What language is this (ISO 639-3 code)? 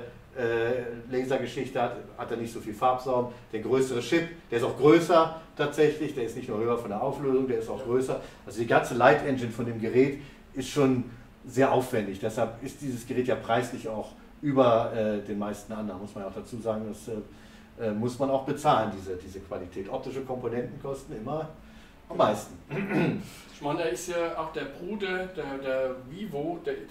deu